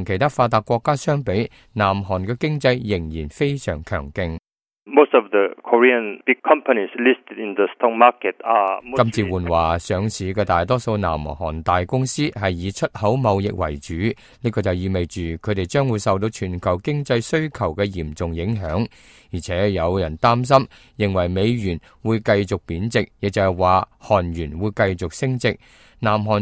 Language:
Cantonese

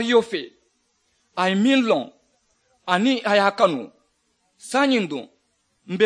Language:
Mandingo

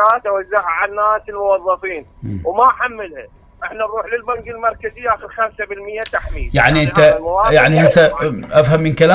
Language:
Mesopotamian Arabic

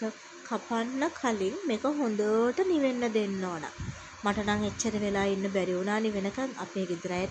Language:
Sinhala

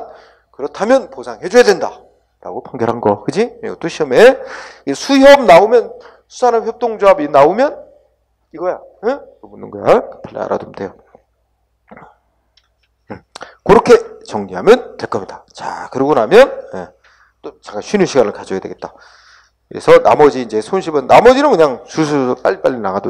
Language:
Korean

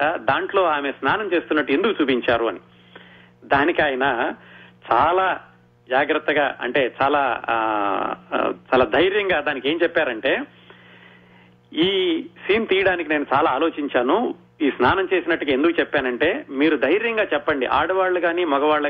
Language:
Telugu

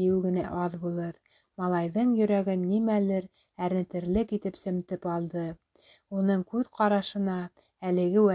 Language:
Bashkir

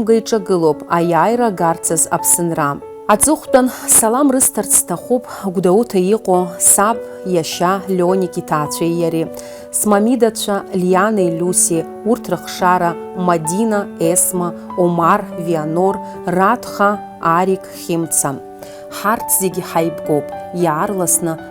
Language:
Abkhazian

